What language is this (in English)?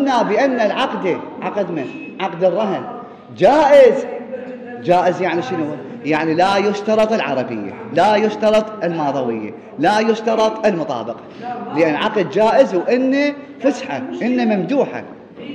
Mesopotamian Arabic